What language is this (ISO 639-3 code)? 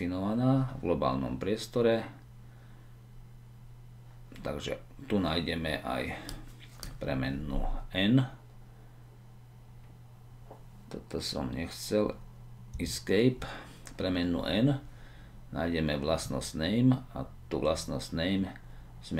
slk